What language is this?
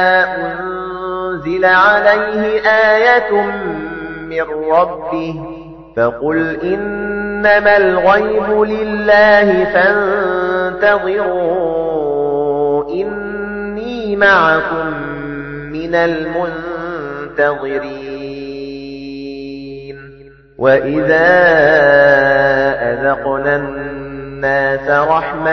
Arabic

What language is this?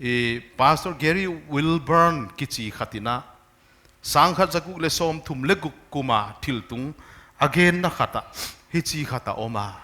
Paite Chin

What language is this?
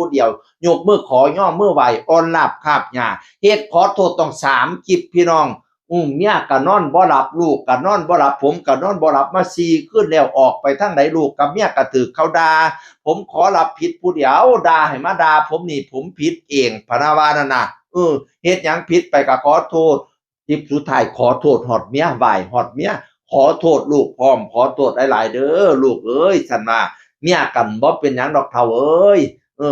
Northeastern Thai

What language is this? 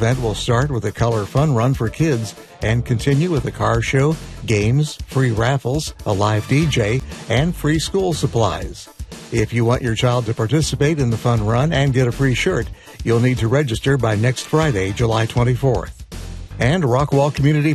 English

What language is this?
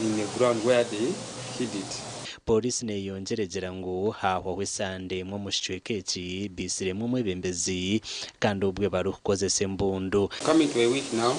Nyankole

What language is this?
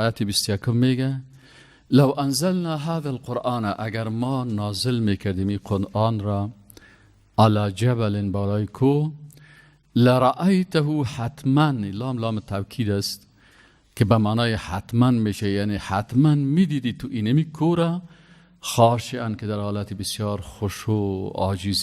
Persian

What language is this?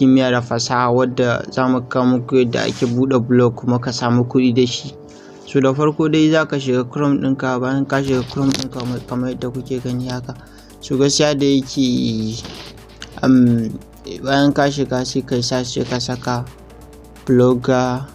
Hausa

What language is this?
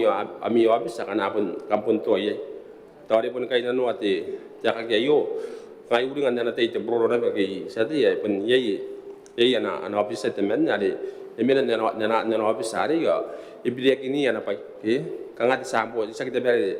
Gilbertese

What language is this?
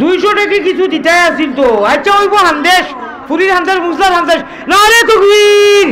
Sylheti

